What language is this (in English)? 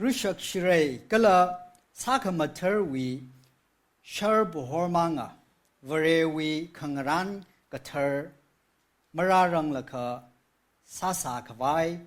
Tangkhul Naga (India)